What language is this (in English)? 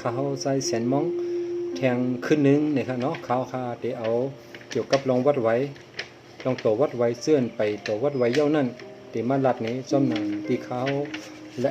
Shan